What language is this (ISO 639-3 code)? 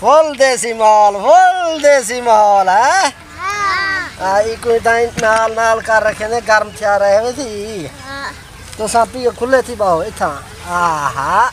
skr